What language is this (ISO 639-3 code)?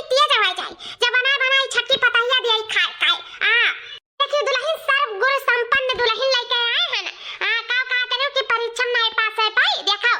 awa